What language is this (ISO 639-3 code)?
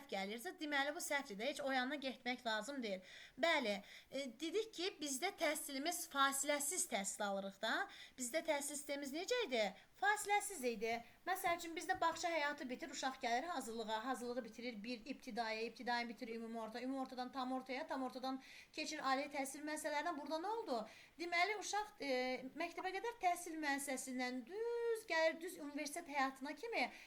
aze